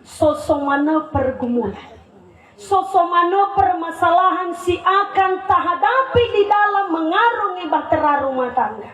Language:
Nias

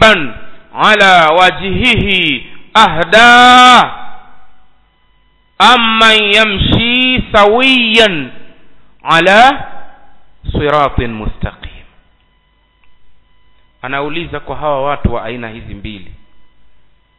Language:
Swahili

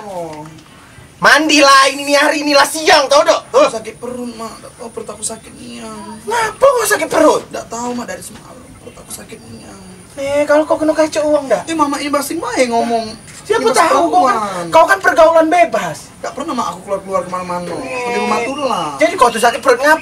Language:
Musi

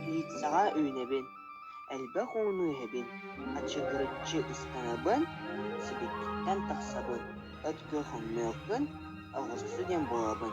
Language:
Yakut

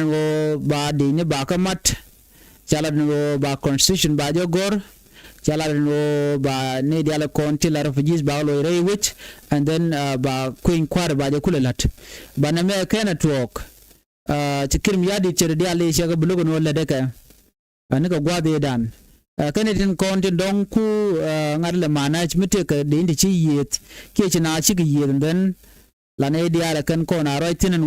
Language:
Nuer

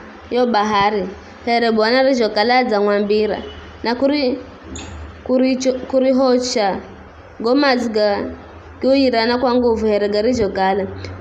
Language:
Giryama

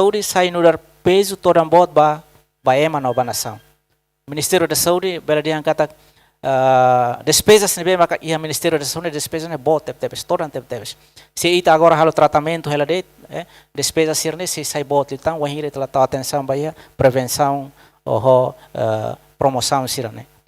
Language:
Tetum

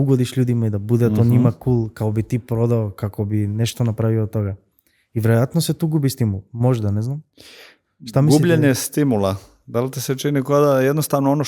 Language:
Macedonian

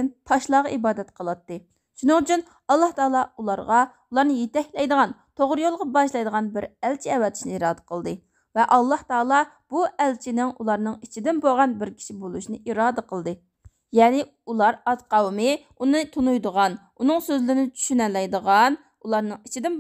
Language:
Uyghur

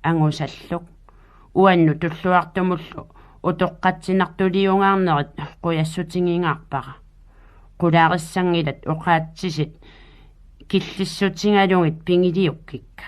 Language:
Kalaallisut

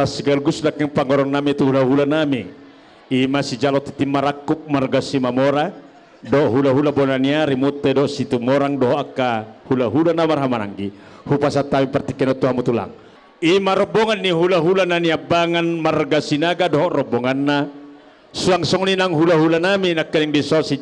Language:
Batak Toba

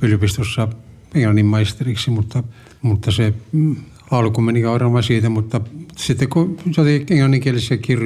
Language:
Finnish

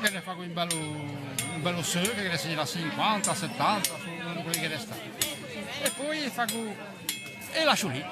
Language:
Ligurian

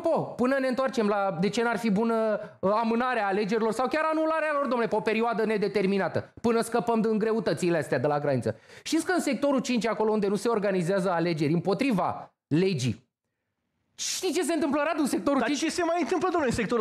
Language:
Romanian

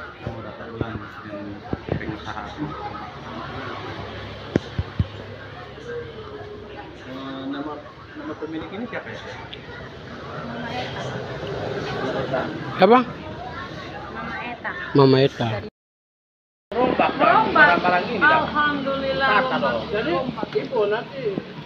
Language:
Indonesian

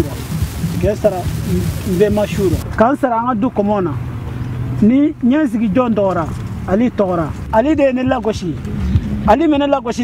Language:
Bambara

